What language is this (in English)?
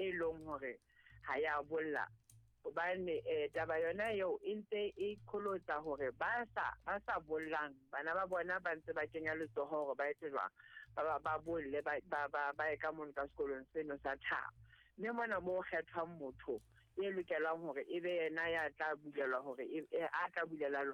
Southern Sotho